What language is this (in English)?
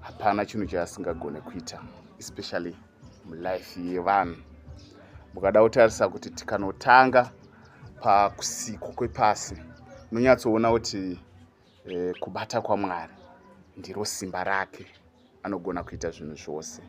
Shona